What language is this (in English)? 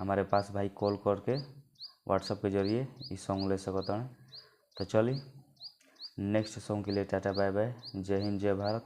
Bhojpuri